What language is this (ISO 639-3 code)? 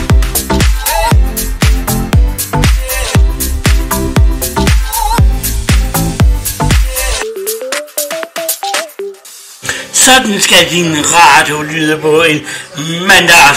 dan